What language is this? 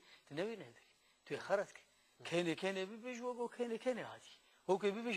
Kurdish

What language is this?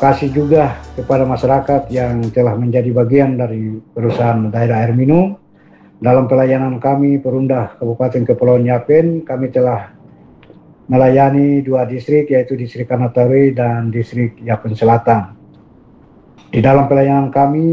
Indonesian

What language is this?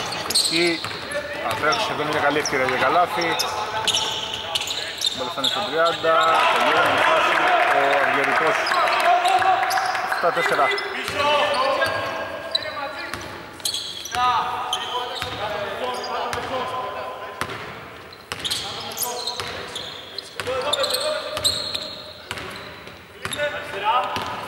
Greek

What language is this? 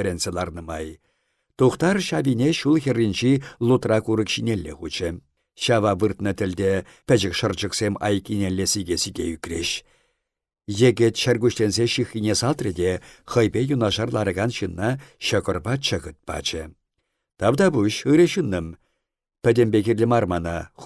Chuvash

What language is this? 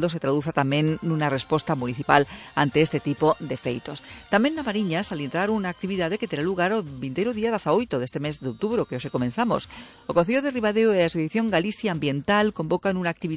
Galician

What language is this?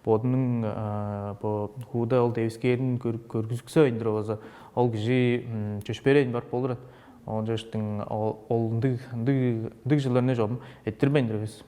Tuvinian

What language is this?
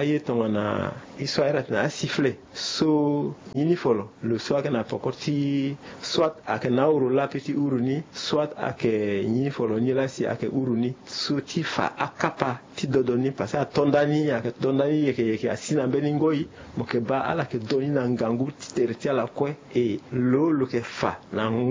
Sango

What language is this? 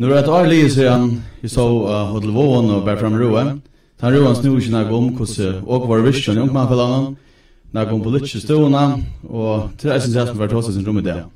Faroese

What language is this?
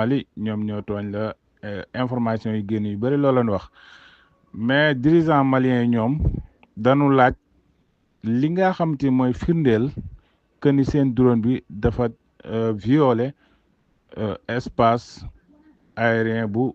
Wolof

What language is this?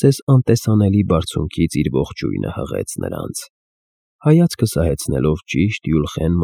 Armenian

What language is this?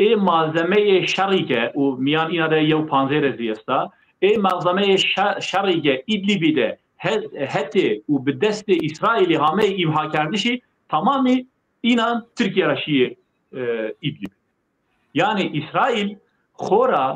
Zaza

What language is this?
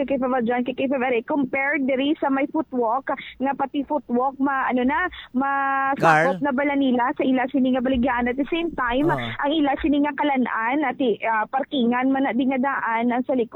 Hiligaynon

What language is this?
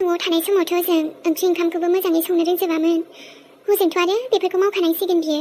Bodo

